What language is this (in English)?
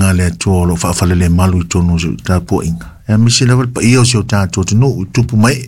Samoan